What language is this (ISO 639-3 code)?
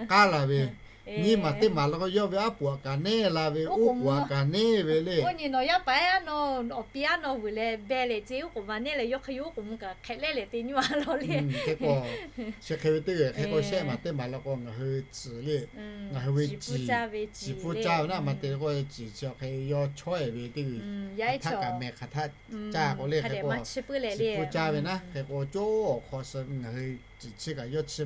lhu